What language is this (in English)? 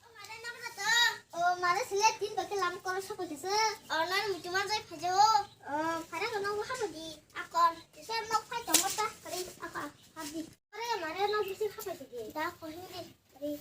Kok Borok